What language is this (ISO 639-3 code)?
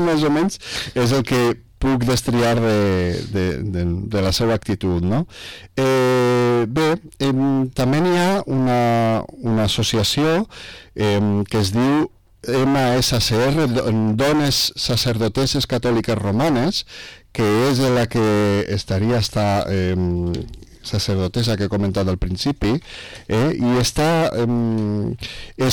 cat